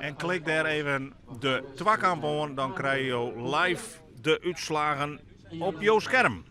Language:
Western Frisian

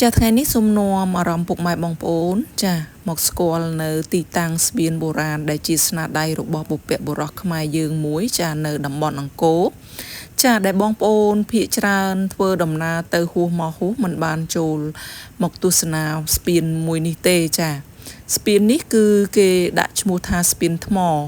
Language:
Khmer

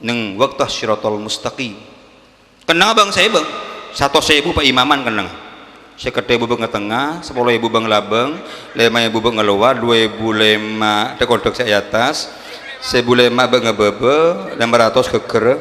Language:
Madurese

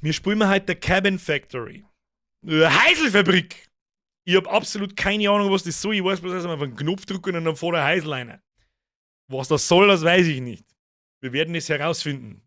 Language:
Bavarian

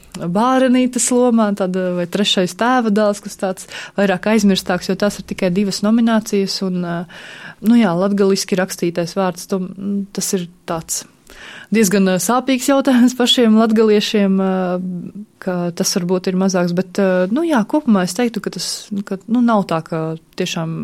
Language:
Latvian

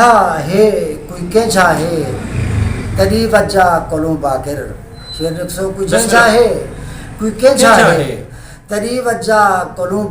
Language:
Saraiki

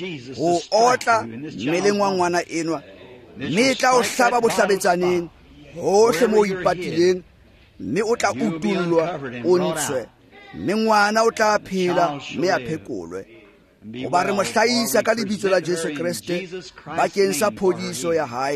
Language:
Tswana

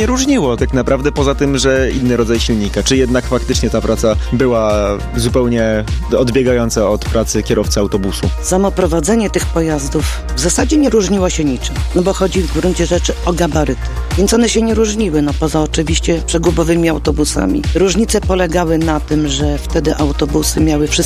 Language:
Polish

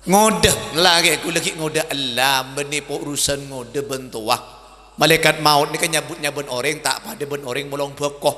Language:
Madurese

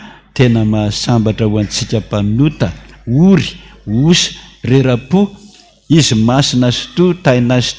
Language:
Malagasy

